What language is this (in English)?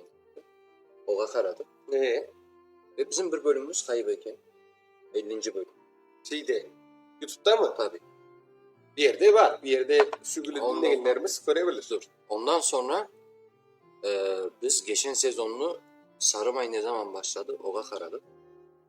Crimean Tatar